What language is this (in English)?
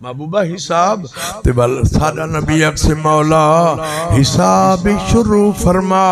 Saraiki